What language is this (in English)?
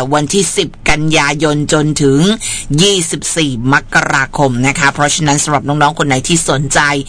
Thai